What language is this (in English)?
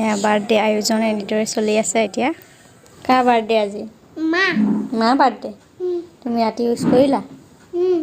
Assamese